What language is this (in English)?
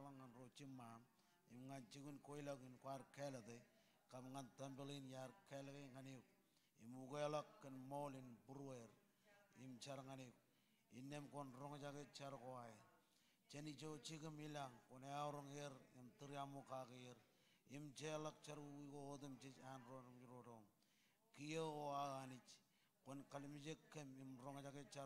Marshallese